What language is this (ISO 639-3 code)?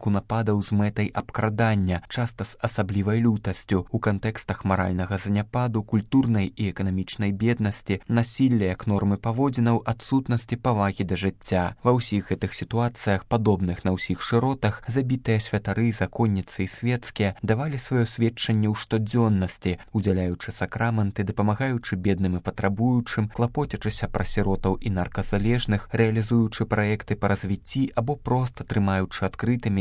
bel